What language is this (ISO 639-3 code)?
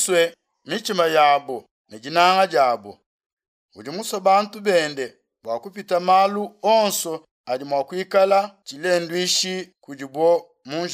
lua